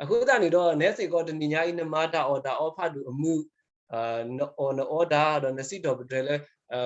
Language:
S'gaw Karen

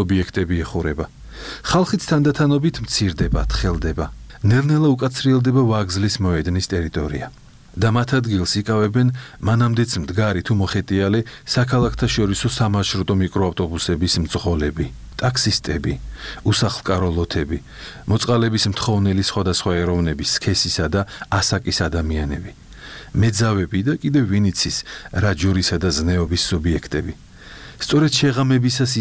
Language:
Georgian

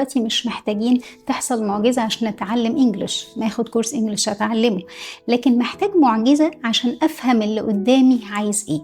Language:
Egyptian Arabic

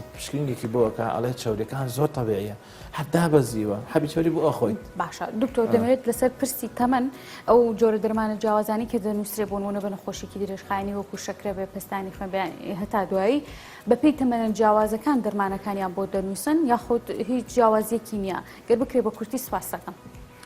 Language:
Central Kurdish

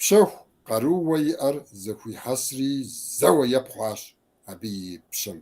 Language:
Kabardian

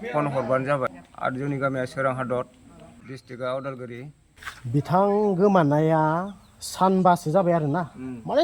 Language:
Bodo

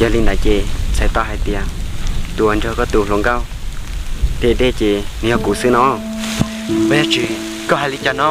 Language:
Hmong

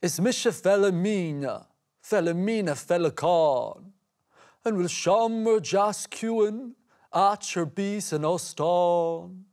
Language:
Irish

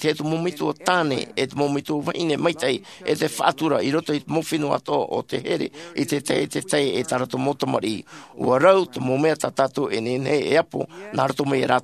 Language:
Tahitian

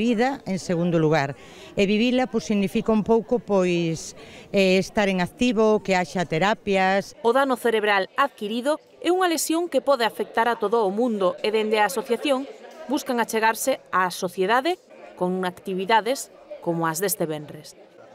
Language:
Galician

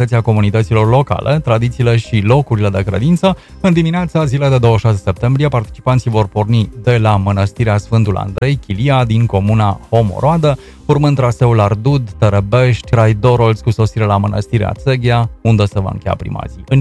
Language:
Romanian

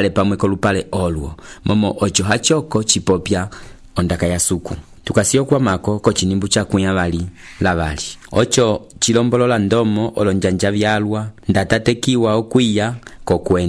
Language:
Umbundu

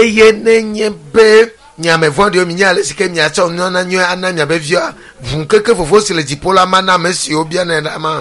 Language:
Ewe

